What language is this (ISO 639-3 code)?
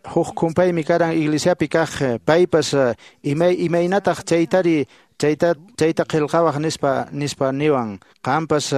que